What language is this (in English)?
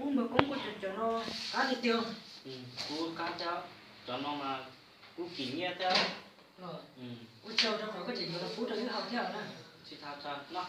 Hmong